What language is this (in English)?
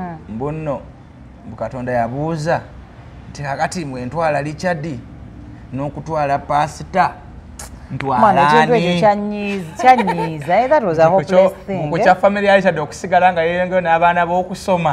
Ganda